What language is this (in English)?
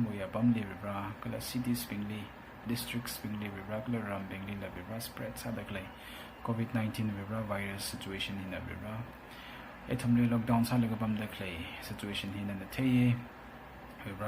Tangkhul Naga (India)